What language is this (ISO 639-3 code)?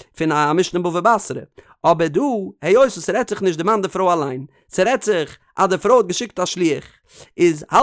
yid